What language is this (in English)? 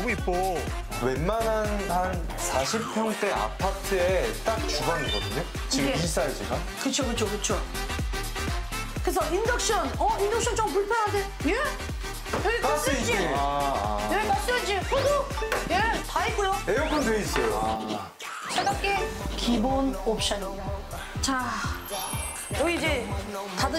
Korean